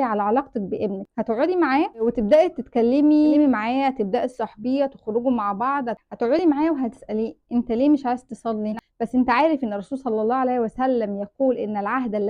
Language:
Egyptian Arabic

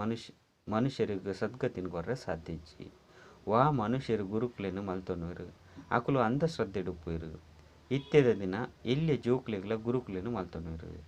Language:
Tulu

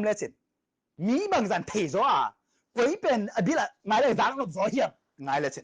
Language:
Tedim Chin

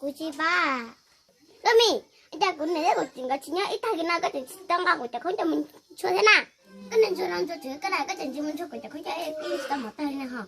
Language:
Hmong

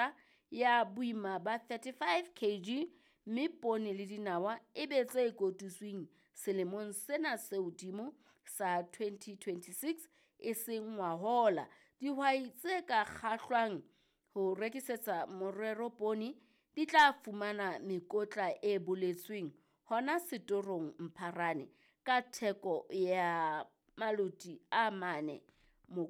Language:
Southern Sotho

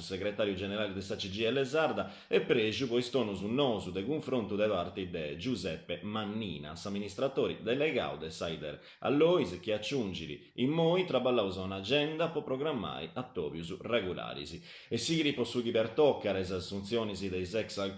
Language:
Sardinian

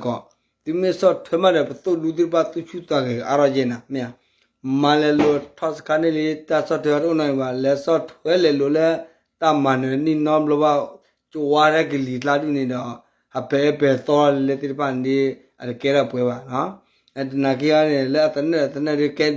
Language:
S'gaw Karen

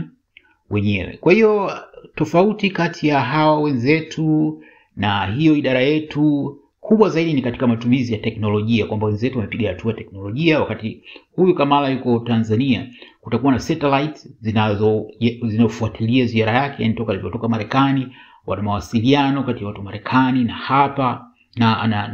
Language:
Swahili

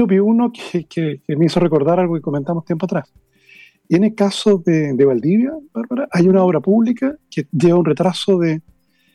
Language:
Spanish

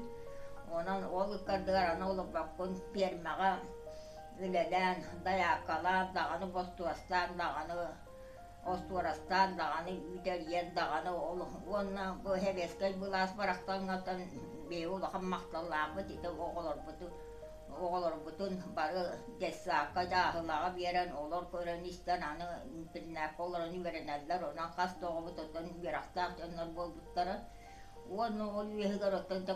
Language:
Yakut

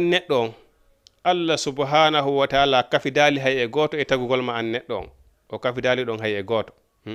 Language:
Fula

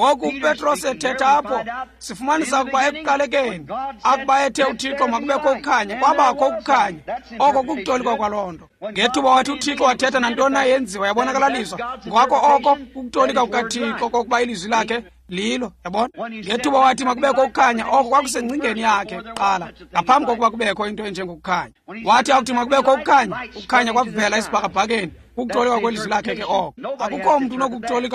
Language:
Xhosa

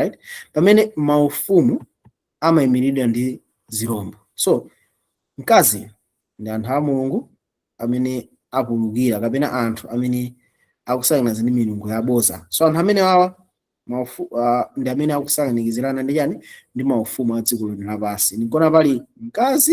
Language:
Nyanja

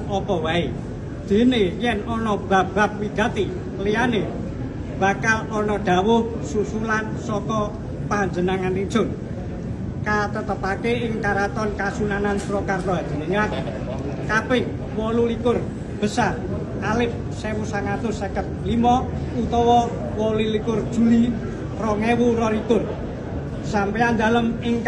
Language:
Javanese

